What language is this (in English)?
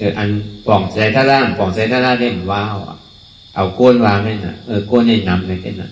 Shan